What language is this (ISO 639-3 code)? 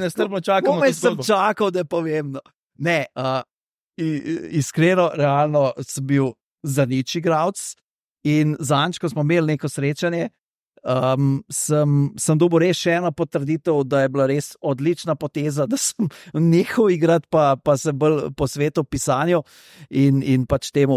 slv